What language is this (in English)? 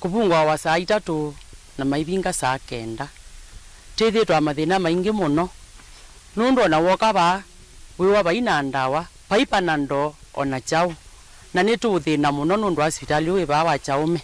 Kamba